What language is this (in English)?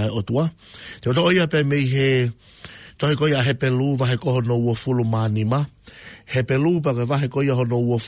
Tongan